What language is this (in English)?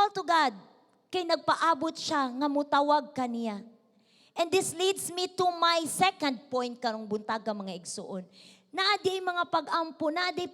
Cebuano